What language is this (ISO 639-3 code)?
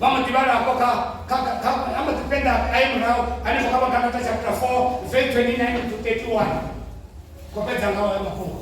ven